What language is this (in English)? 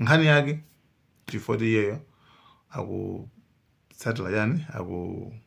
Nyanja